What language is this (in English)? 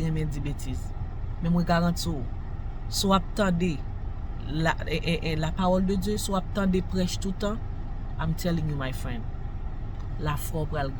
Haitian Creole